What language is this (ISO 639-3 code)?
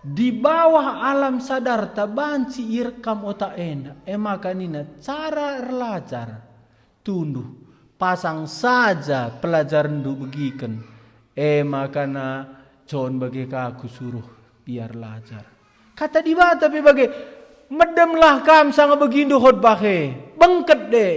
btx